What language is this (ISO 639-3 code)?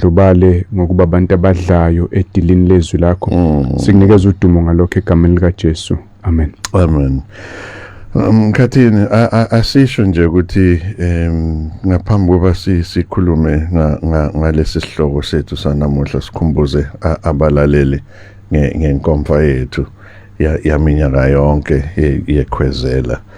zul